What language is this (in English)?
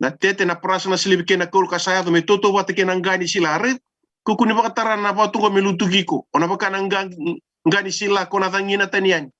Fijian